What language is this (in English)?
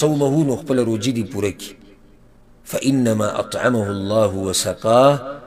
Pashto